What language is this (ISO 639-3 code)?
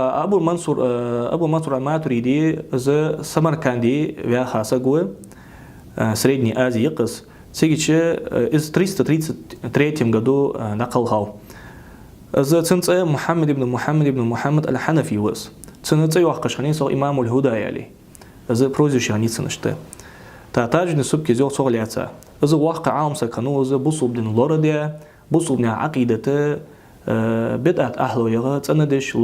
inh